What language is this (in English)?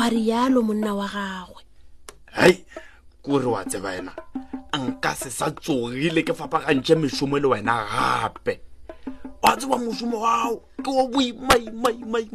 Northern Sotho